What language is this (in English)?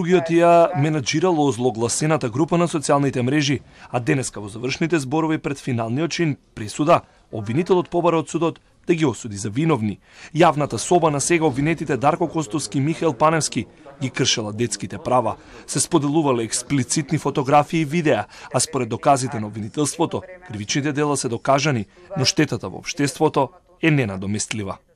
Macedonian